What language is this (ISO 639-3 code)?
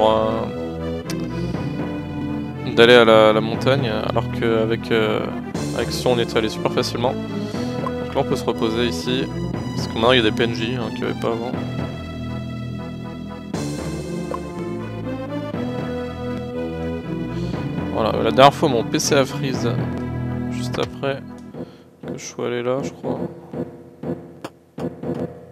fra